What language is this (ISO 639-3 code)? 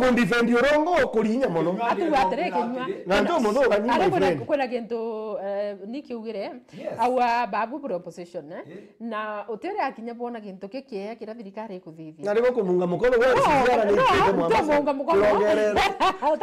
mer